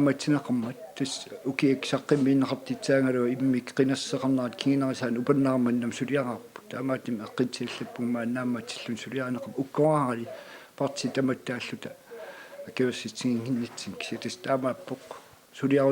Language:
Kalaallisut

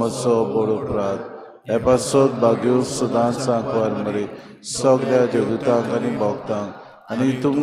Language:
Konkani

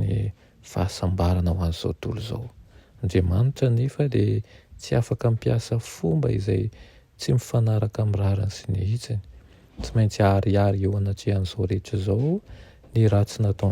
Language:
Malagasy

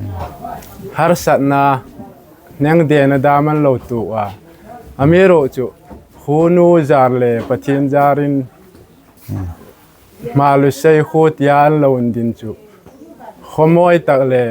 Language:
Hmar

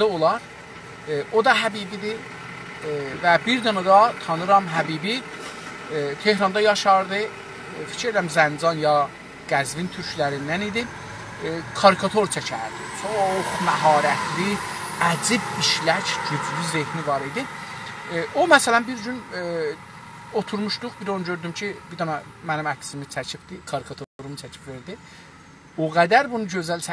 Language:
South Azerbaijani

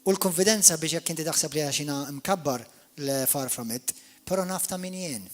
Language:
Maltese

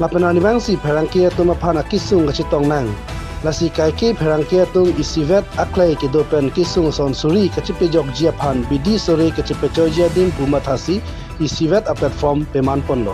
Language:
Karbi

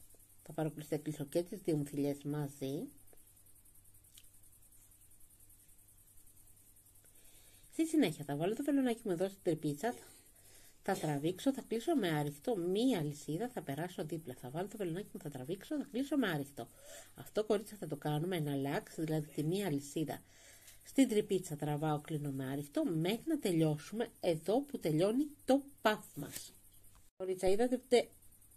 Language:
Greek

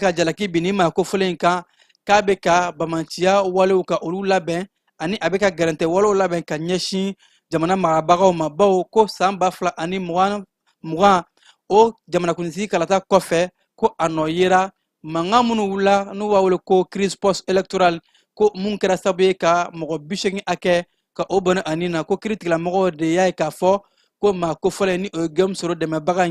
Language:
Bambara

